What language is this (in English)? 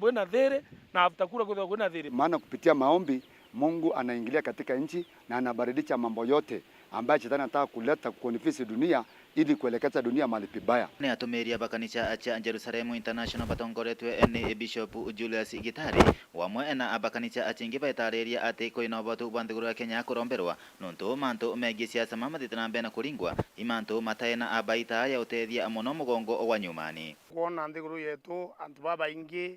Meru